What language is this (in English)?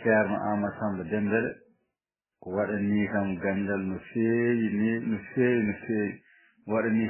Fula